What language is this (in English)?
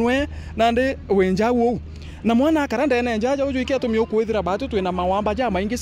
Meru